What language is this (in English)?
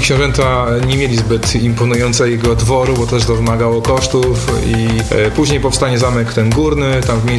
Polish